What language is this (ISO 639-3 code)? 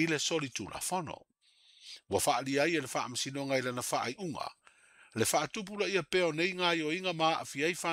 smo